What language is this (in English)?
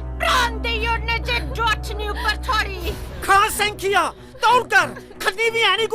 Dogri